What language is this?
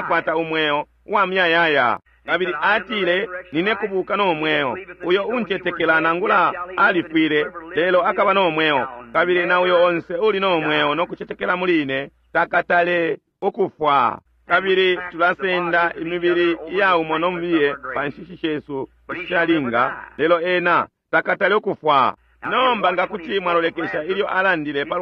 Bemba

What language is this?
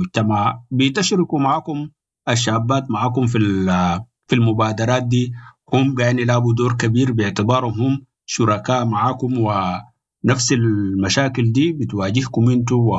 Sudanese Arabic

